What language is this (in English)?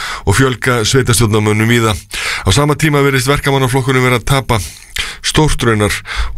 Icelandic